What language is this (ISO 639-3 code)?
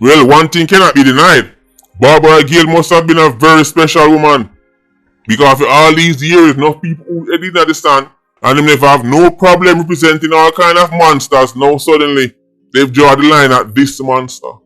jam